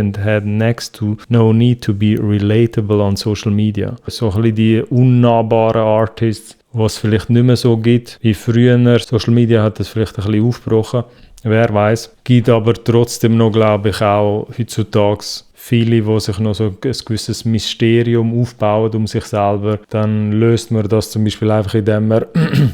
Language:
Swiss German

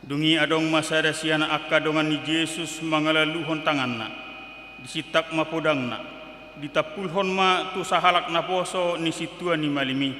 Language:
Batak Toba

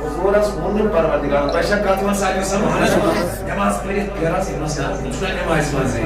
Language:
Kashmiri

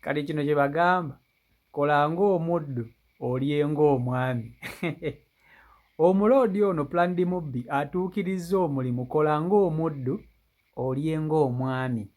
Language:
Ganda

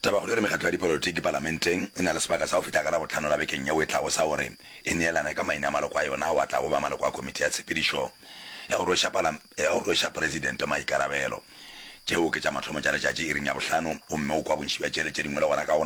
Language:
Northern Sotho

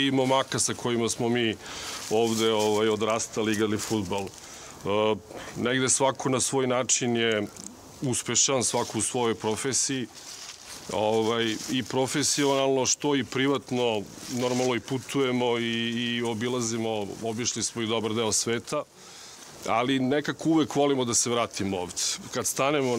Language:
Serbian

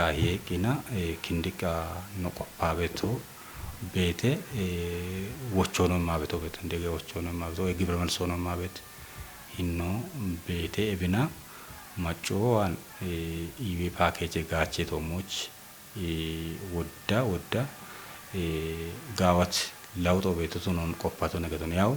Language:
Kafa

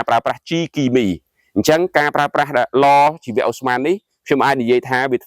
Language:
Khmer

